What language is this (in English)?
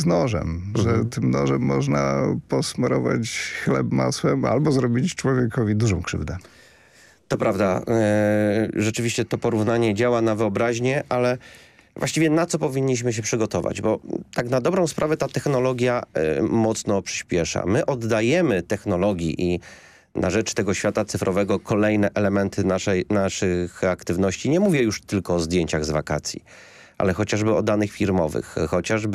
Polish